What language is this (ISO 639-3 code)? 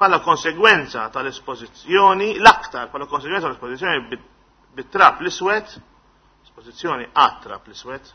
mlt